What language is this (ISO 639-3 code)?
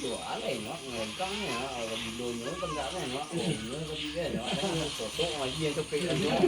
min